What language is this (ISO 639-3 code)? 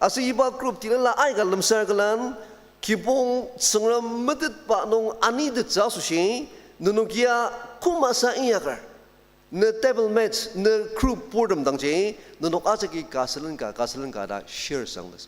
njo